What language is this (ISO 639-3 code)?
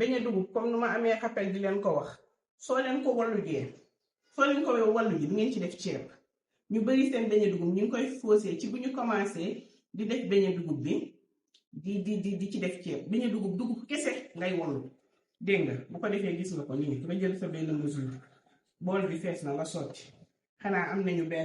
wol